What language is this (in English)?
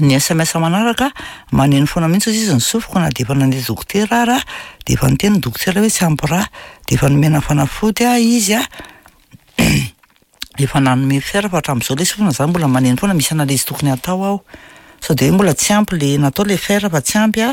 Malagasy